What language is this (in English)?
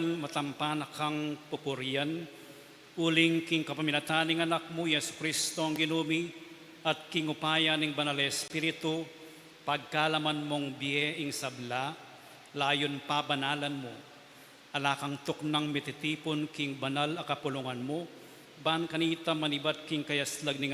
Pampanga